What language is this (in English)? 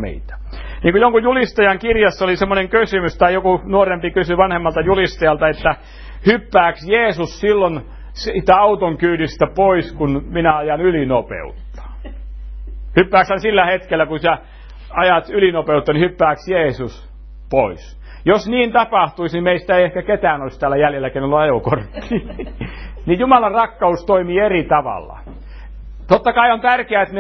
Finnish